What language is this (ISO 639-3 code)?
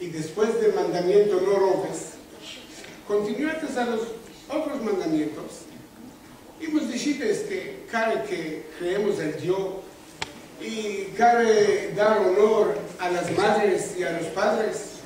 lad